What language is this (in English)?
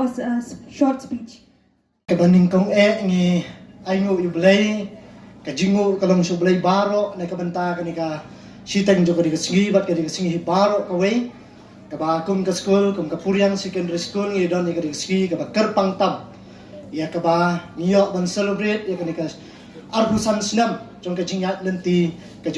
Khasi